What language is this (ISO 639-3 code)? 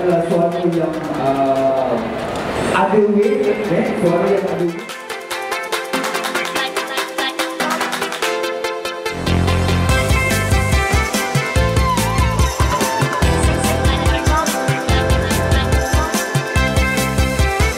msa